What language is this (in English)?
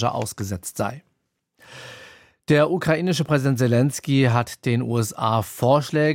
German